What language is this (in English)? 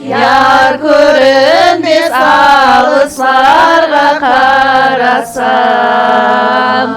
Kara-Kalpak